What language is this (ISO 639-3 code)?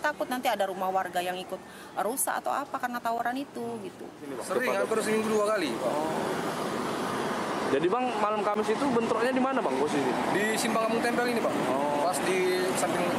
ind